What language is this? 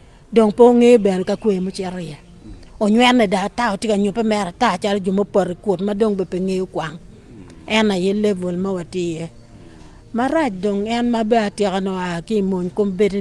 Acoli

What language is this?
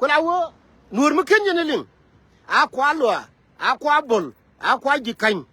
Nuer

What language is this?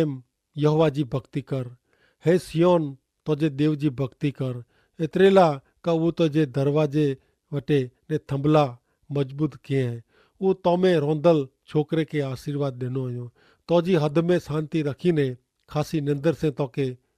Kachhi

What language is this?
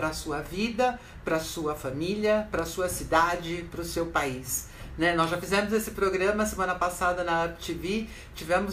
Portuguese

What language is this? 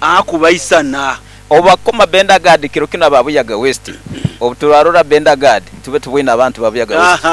Nyankole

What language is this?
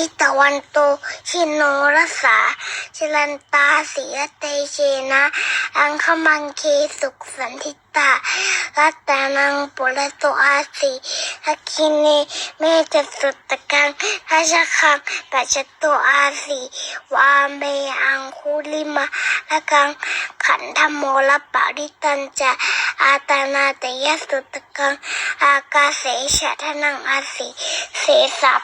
Pali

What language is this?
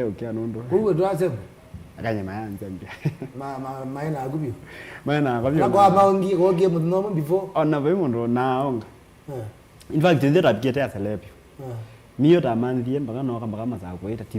Kamba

